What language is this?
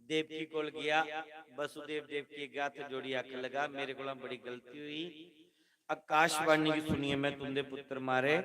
Dogri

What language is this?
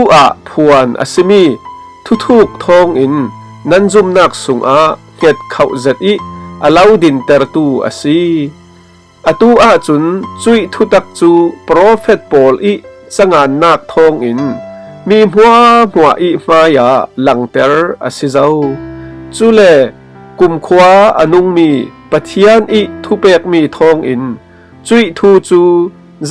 Falam Chin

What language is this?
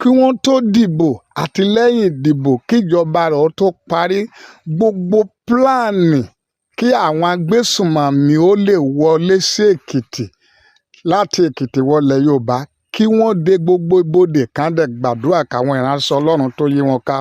Yoruba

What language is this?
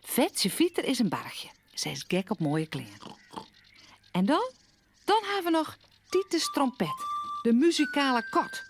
Western Frisian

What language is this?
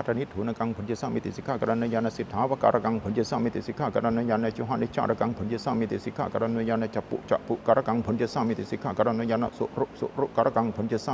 Pali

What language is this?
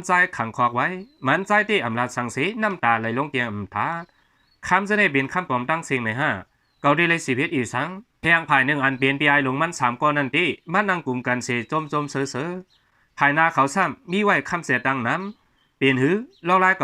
Shan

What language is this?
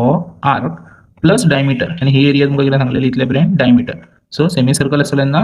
Konkani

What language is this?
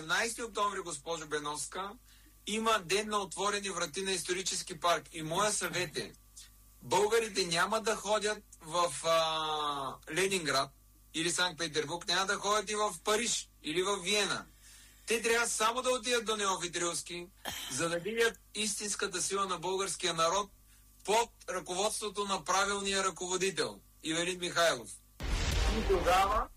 Bulgarian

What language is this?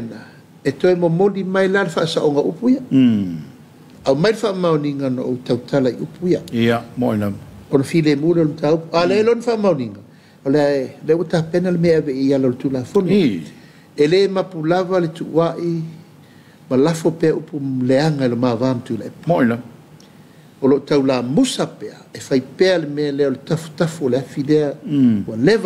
Samoan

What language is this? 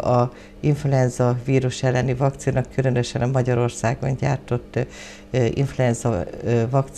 Hungarian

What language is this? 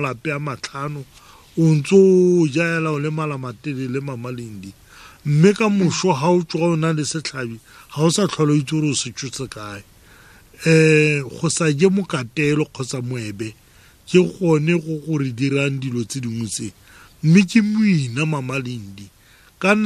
Tswana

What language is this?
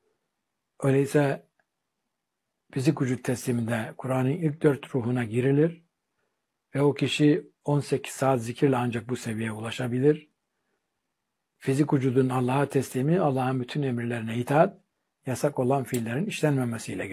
Turkish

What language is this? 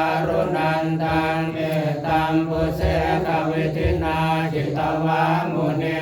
Pali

